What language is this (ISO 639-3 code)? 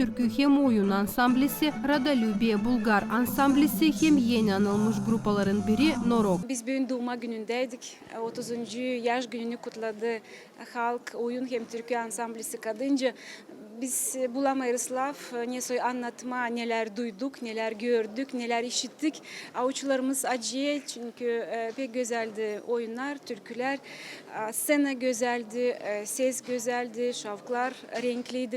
gag